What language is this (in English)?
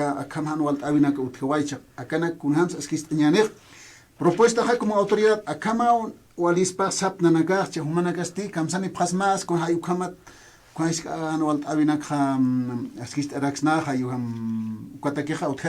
Aymara